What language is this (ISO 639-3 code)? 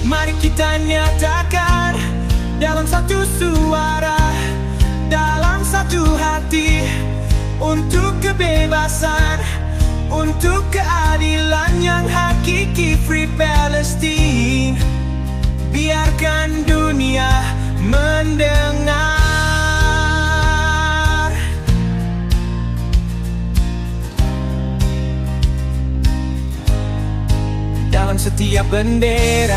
ind